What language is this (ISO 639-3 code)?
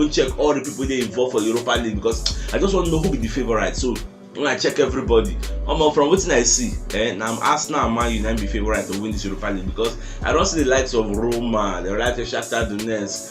pcm